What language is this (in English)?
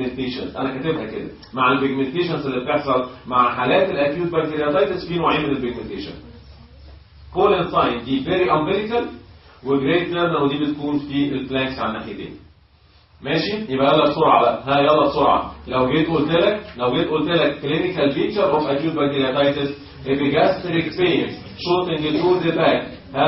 Egyptian Arabic